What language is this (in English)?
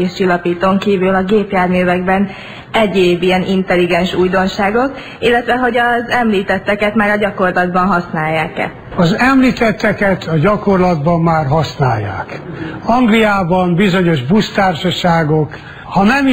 Hungarian